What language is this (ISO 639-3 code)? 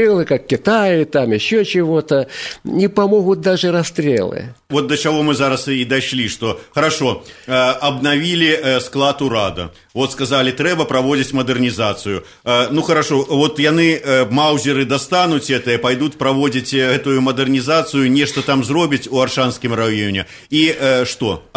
bel